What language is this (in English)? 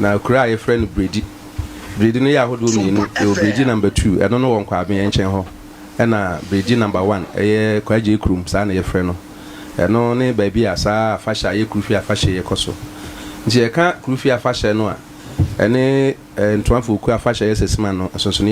Akan